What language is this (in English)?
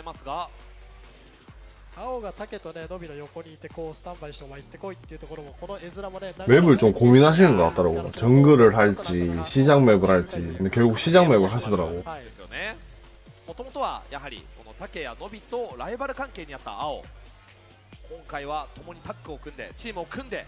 Japanese